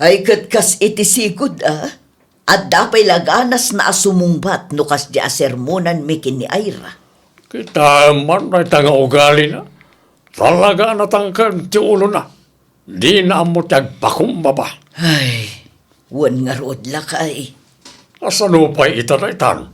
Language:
Iloko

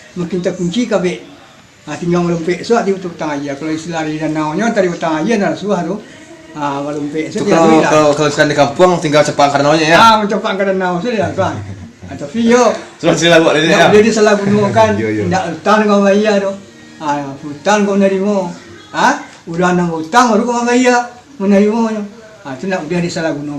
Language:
Minangkabau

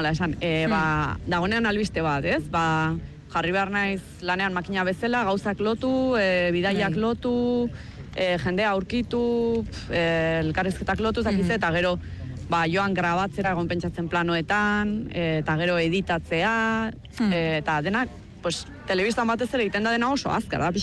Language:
Basque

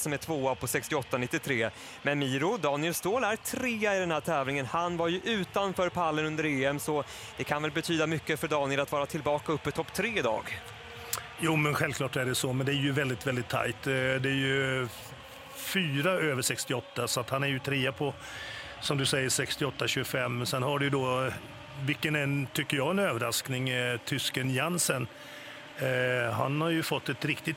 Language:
Swedish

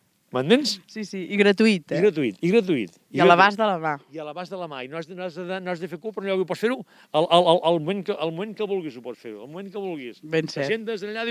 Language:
Catalan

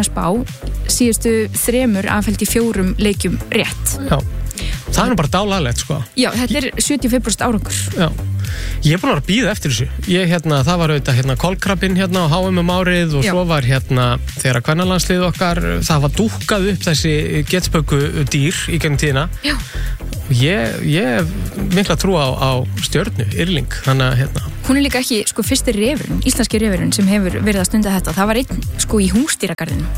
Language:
Icelandic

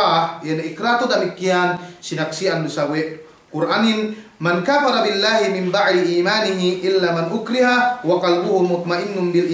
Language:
Yakan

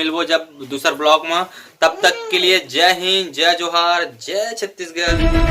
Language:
Chhattisgarhi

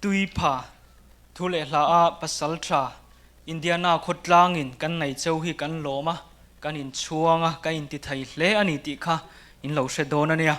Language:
Mizo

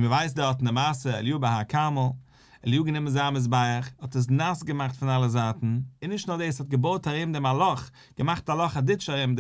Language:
Yiddish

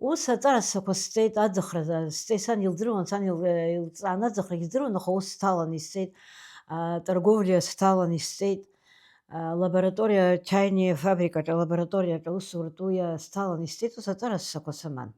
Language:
Abkhazian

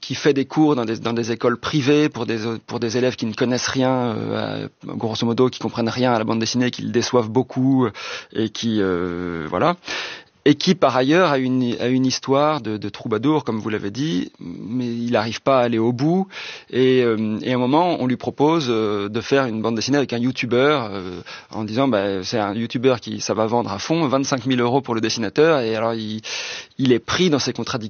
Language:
French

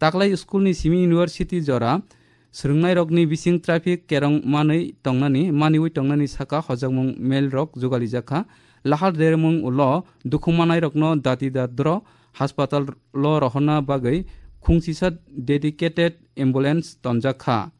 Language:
Kok Borok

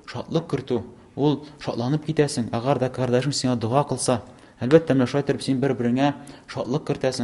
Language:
Tatar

